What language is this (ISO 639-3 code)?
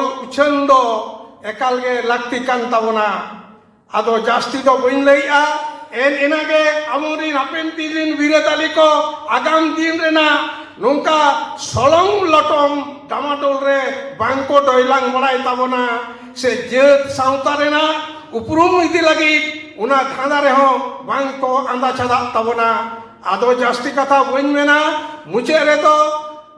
sat